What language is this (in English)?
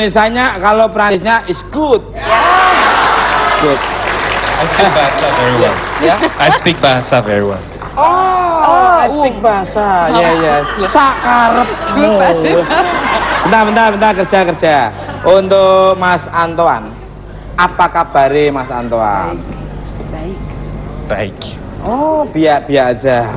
Indonesian